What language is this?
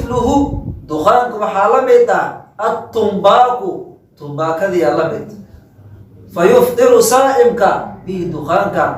Somali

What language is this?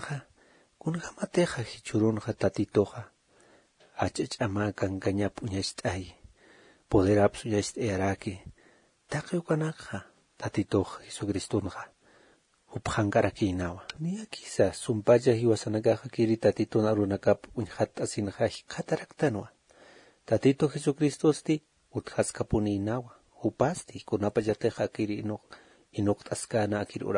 Aymara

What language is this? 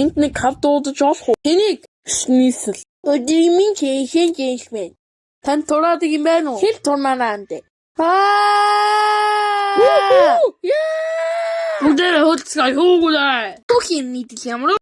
Mongolian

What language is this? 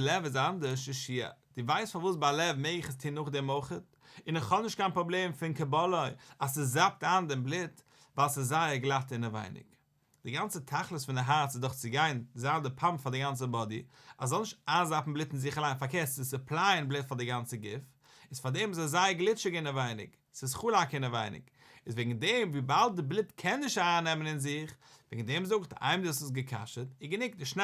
Yiddish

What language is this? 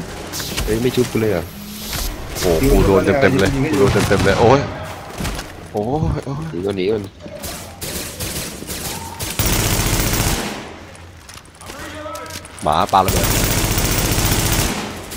Thai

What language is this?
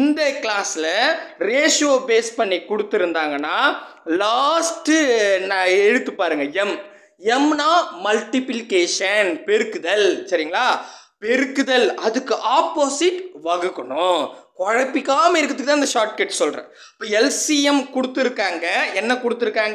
Tamil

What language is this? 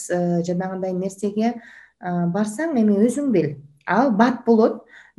Kyrgyz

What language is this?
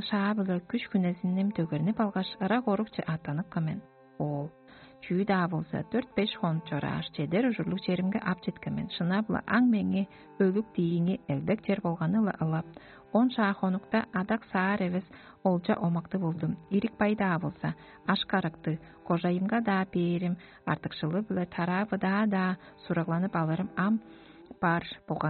Tuvinian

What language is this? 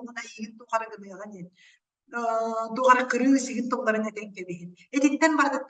Yakut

